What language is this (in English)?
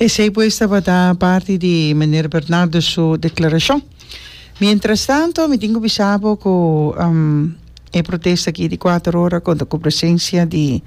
Papiamento